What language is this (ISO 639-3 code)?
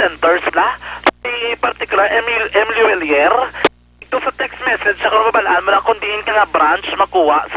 hil